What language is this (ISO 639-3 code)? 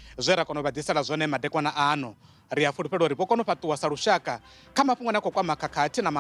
ven